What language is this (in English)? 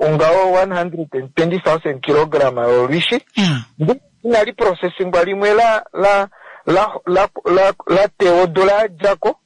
Kuanyama